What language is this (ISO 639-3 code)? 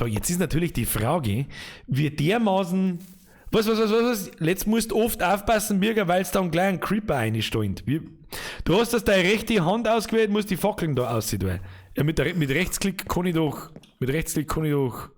bar